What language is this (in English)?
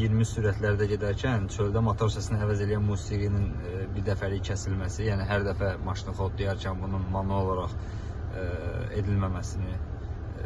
Azerbaijani